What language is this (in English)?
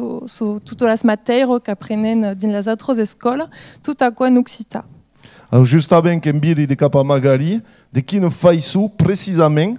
Occitan